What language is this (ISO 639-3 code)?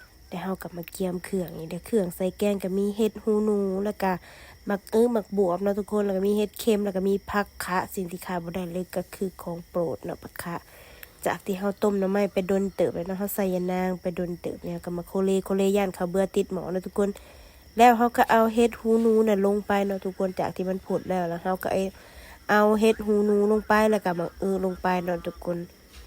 lao